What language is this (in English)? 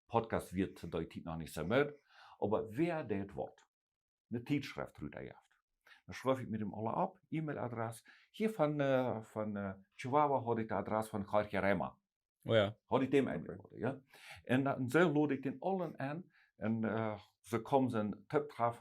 Plautdietsch